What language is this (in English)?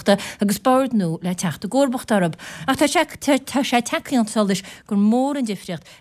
Irish